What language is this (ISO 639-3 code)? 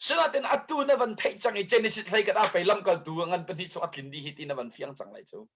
cnh